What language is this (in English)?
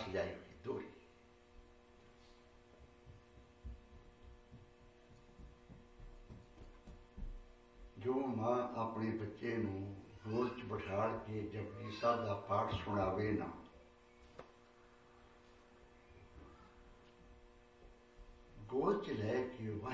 Punjabi